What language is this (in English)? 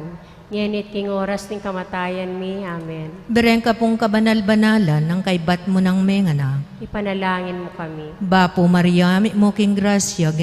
Pampanga